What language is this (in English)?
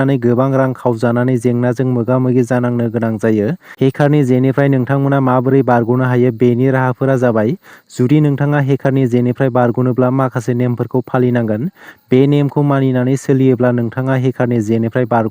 Bodo